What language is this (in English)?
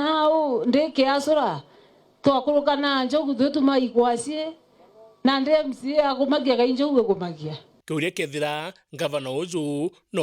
Meru